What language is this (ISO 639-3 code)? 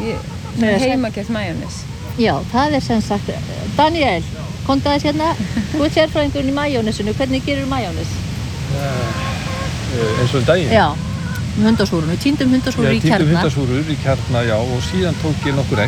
isl